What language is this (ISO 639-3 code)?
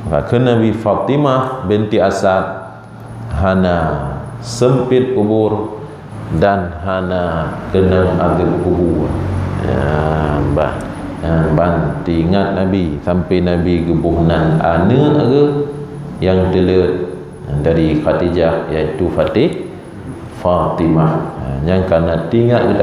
ace